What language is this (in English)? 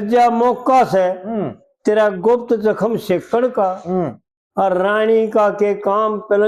Haryanvi